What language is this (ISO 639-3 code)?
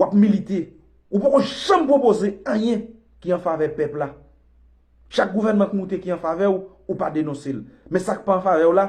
hat